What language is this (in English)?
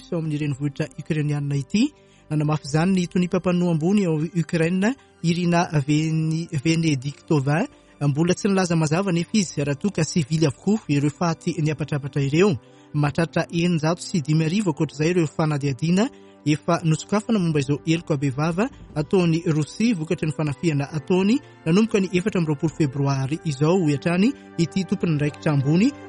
Malagasy